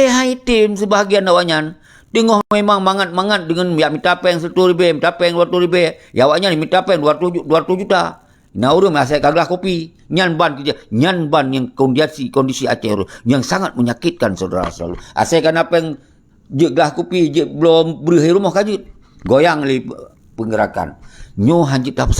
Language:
Achinese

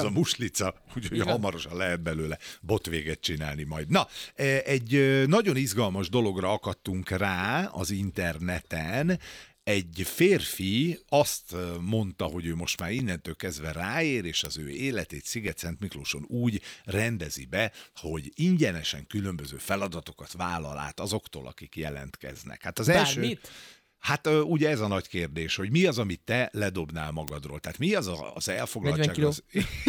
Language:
Hungarian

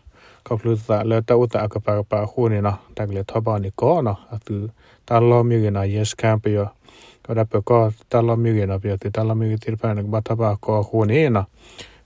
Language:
S'gaw Karen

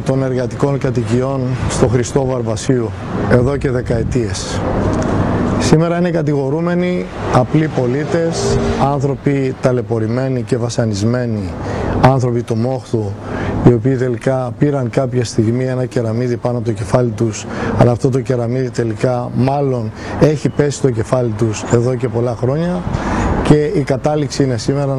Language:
Greek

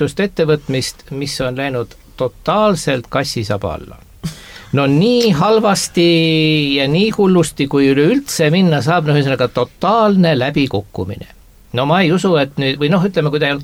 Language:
Estonian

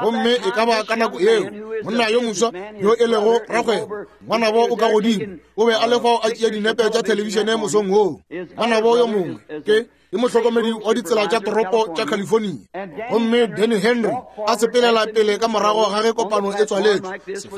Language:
Northern Sotho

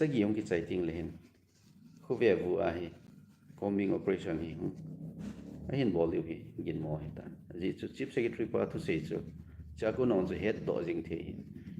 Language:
Thado Chin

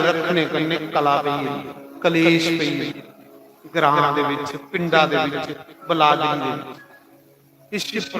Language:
Dogri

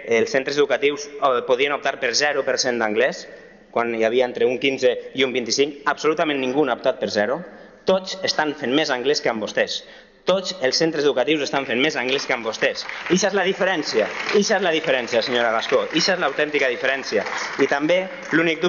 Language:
Catalan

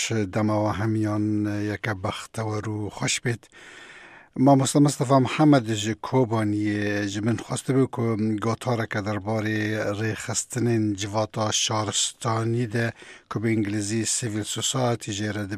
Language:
Kurdish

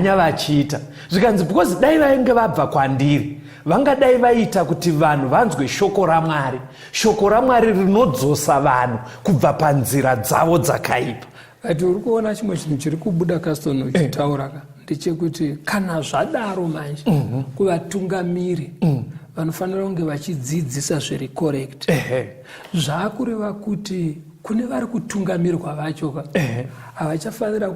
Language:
Shona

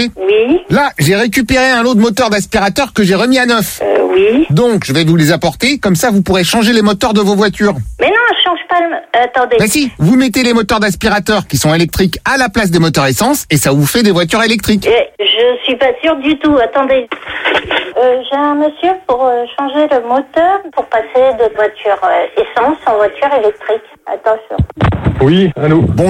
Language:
French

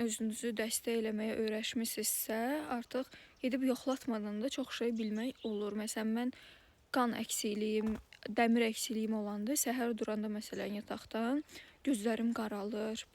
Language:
Azerbaijani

